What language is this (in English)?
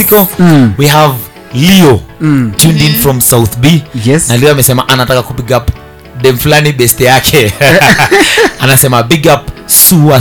Swahili